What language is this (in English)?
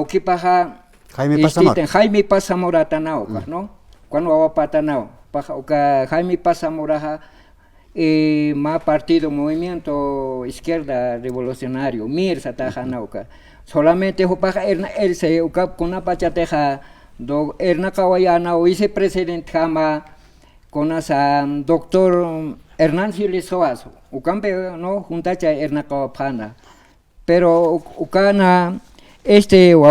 Aymara